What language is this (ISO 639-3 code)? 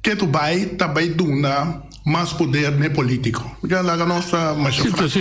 pap